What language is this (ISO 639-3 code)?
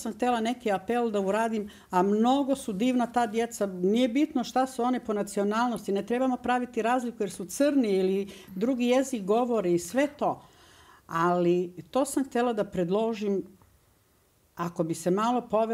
bos